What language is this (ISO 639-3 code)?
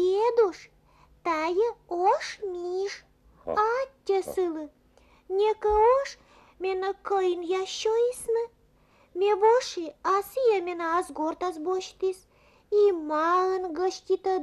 kom